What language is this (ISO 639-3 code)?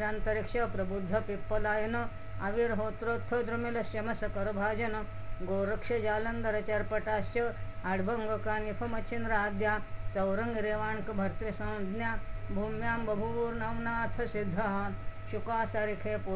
san